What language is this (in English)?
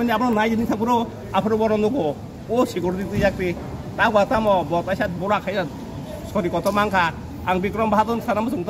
Kok Borok